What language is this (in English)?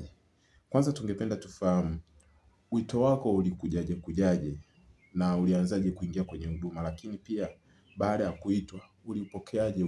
Swahili